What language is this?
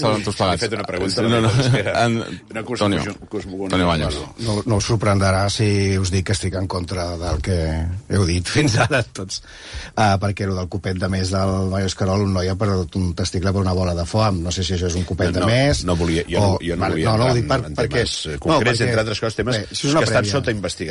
Catalan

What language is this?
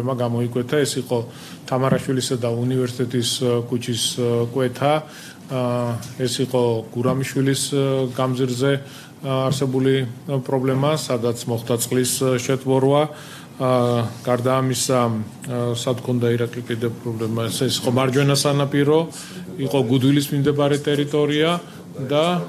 Georgian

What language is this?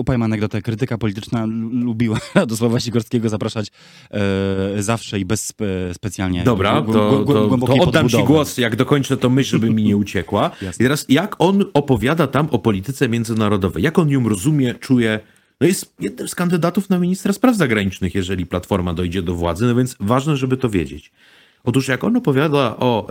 Polish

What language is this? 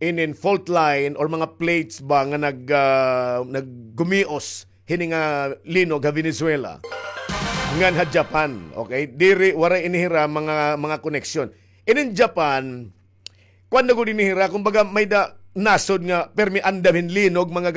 Waray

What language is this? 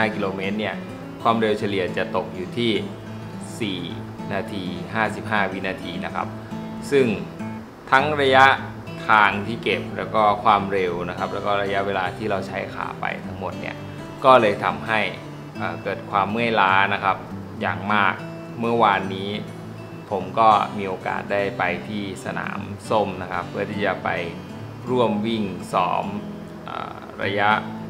Thai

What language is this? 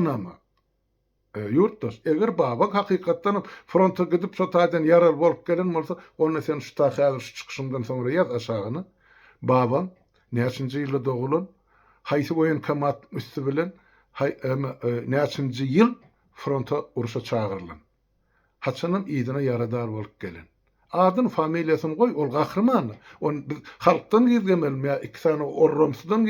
Turkmen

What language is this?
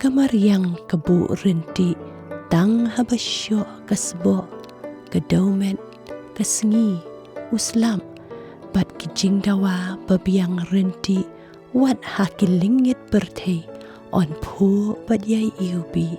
Khasi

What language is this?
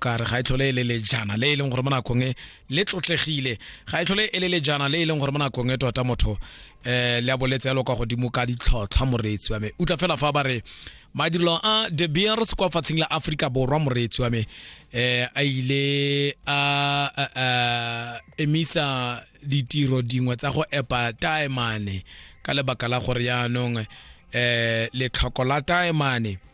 Tswana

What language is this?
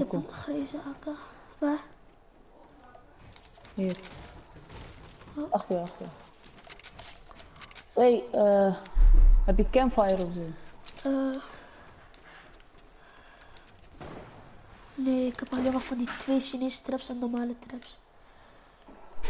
Dutch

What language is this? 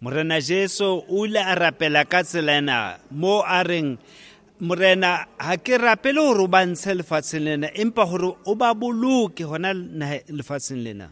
Southern Sotho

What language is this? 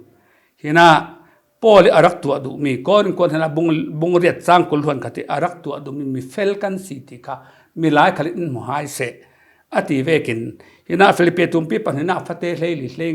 Falam Chin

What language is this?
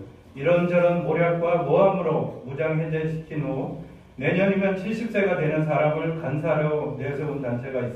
Korean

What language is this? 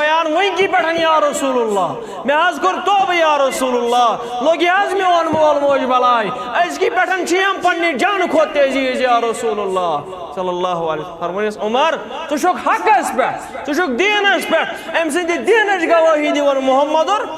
Kashmiri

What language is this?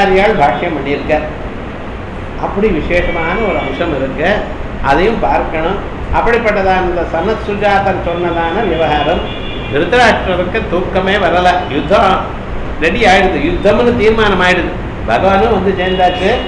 Tamil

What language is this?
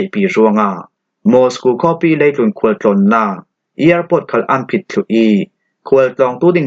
Falam Chin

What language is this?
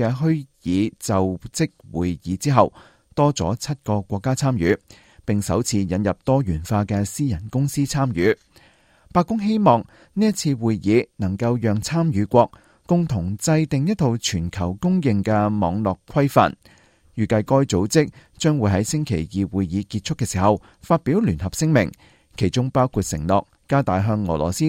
Cantonese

